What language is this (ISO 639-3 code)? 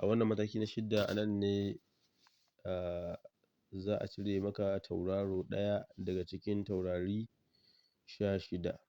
hau